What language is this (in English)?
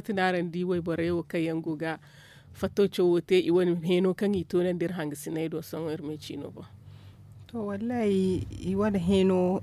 Zarma